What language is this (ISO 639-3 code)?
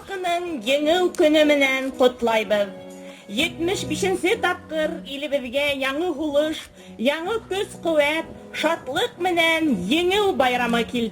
bak